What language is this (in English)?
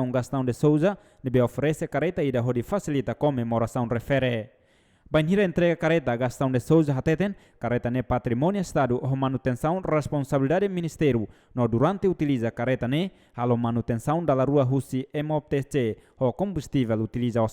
Tetum